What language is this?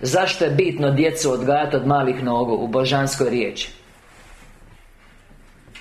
Croatian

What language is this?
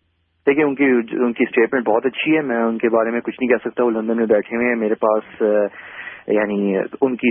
Urdu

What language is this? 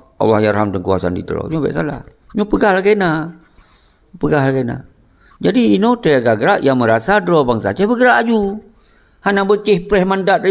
Achinese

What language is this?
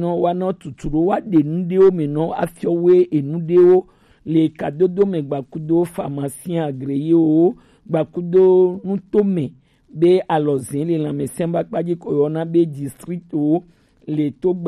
Gen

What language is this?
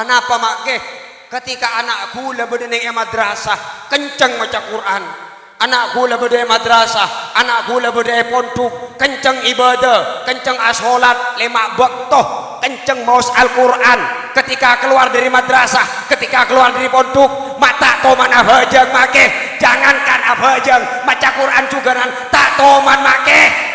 Madurese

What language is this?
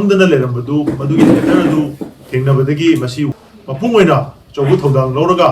Manipuri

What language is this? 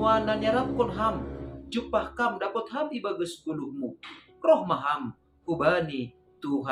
Batak Simalungun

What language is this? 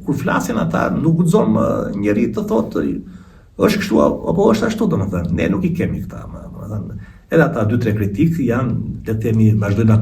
Albanian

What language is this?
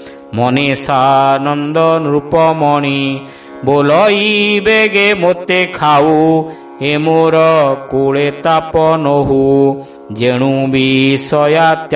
Odia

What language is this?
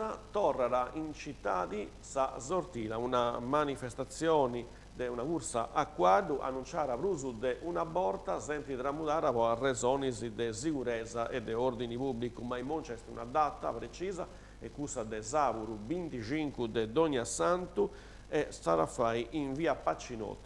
Sardinian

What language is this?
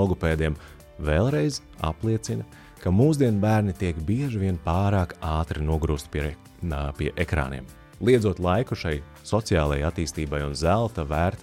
Latvian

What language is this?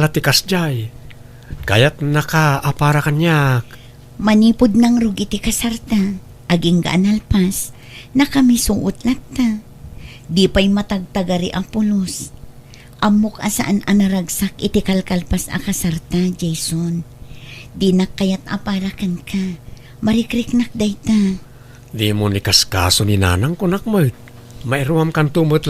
Iloko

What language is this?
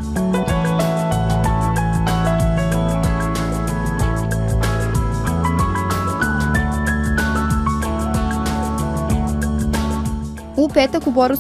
Serbian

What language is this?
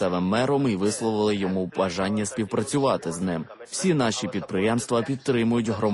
Ukrainian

